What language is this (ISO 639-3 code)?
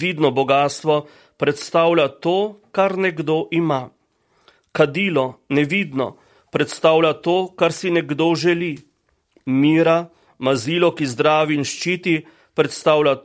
slv